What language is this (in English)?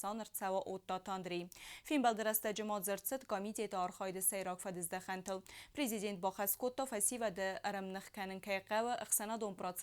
Ossetic